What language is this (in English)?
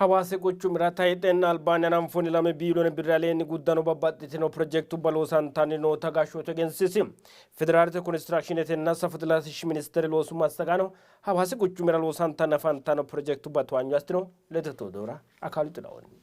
Sidamo